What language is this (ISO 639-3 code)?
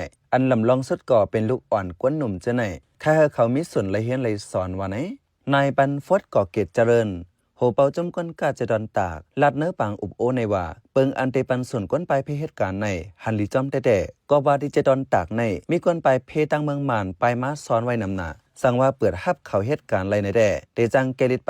shn